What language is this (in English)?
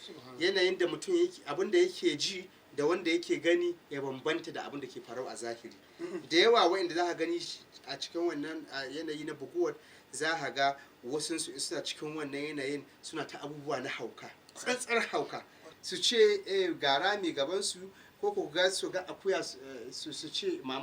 Hausa